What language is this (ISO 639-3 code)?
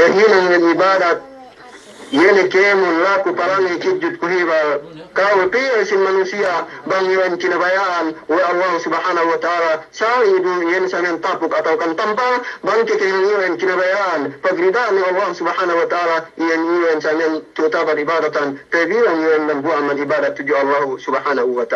yka